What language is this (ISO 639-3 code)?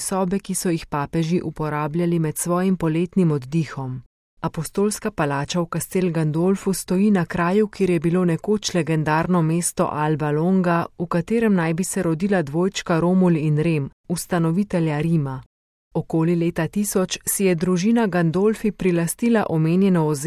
slv